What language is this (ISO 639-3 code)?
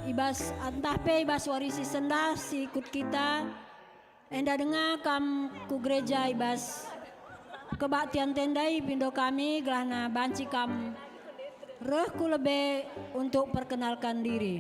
btx